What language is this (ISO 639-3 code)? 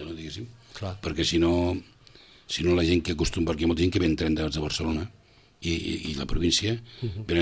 cat